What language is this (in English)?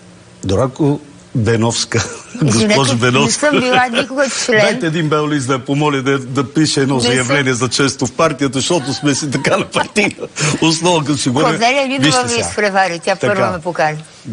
Bulgarian